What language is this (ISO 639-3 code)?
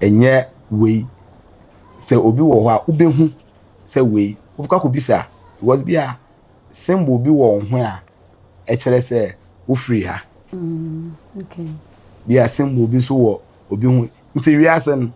aka